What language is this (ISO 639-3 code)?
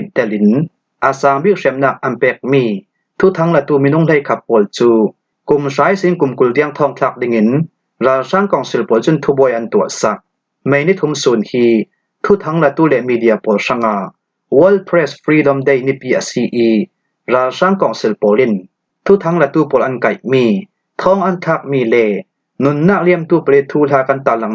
cfm